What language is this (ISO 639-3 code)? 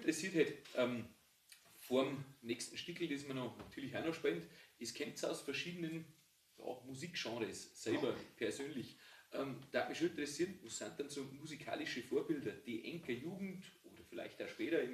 bar